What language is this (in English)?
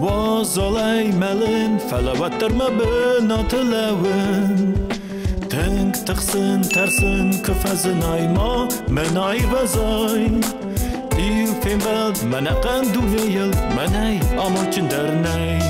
Ossetic